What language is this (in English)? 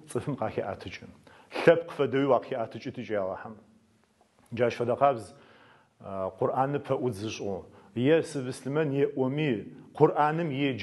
Adyghe